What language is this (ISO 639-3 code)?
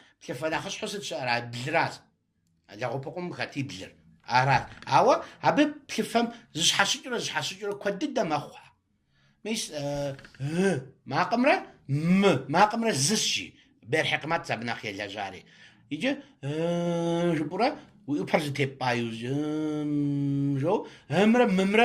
kbd